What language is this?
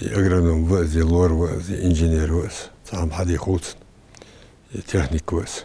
Ingush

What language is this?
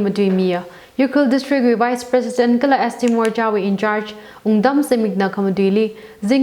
Tangkhul Naga (India)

